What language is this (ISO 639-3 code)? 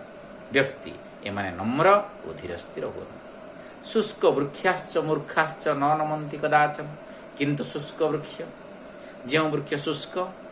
ori